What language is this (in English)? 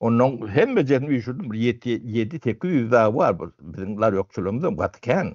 Turkmen